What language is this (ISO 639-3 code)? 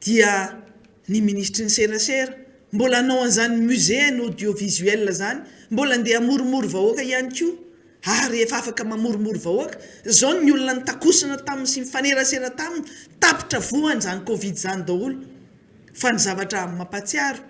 mlg